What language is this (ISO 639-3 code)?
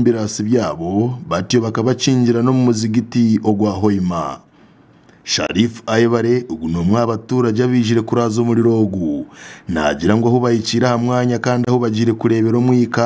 nyn